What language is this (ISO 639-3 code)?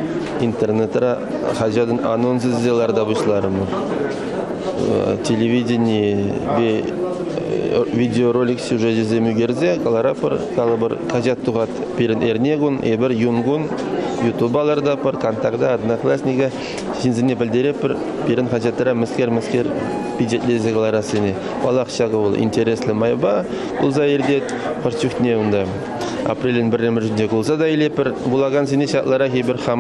chv